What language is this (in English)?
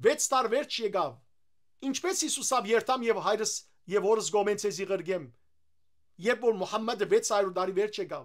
Western Armenian